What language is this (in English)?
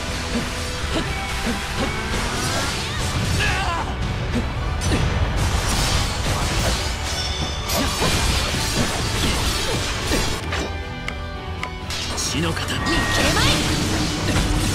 Japanese